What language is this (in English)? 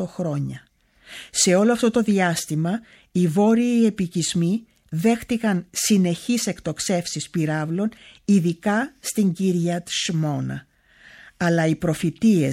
Greek